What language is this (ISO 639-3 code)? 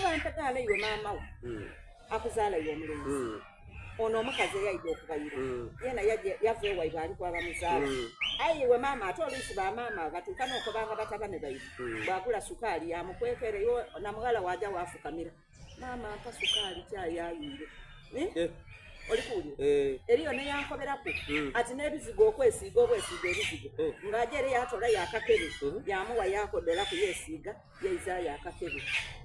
xog